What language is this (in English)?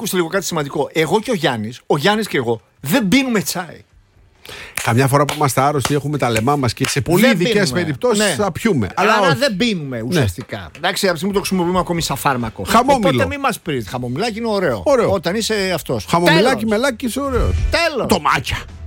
Greek